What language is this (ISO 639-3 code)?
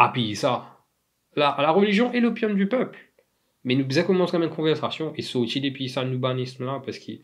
mfe